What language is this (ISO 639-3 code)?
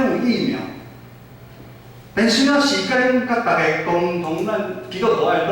nan